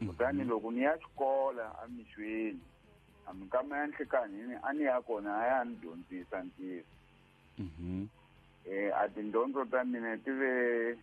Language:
Tsonga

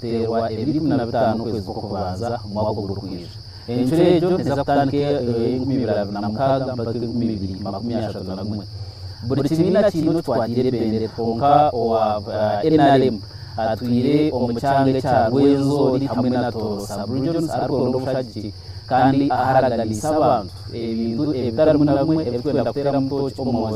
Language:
Nyankole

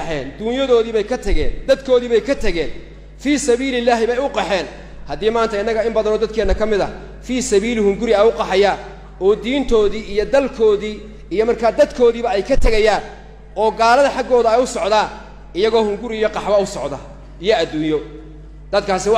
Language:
Somali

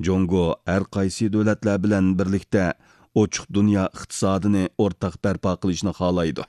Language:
Uyghur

